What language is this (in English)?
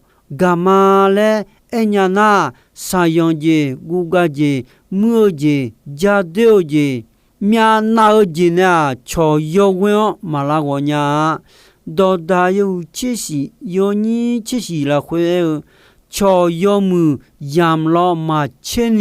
Akha